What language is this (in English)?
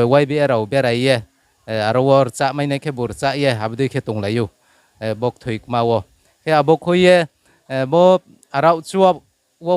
Riang (India)